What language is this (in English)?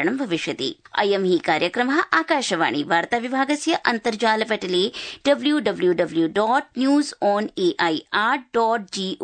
Sanskrit